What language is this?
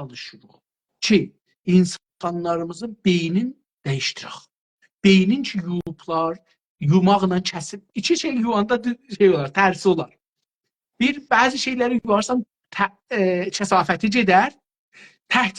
South Azerbaijani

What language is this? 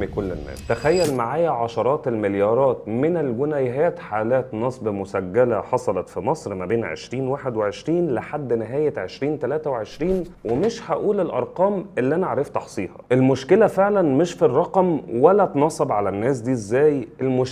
Egyptian Arabic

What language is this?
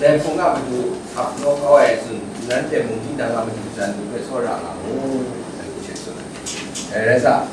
Kachin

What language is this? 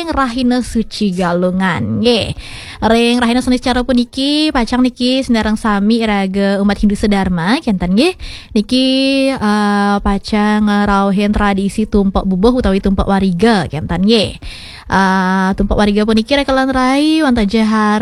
Balinese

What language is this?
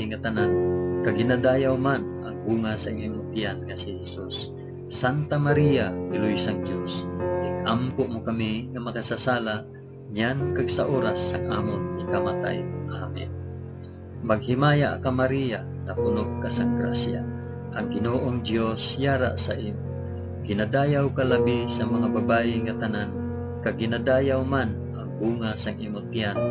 Hiligaynon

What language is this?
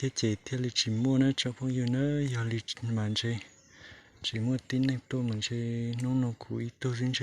Hmong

